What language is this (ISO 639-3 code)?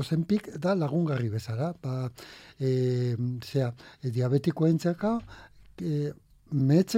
eus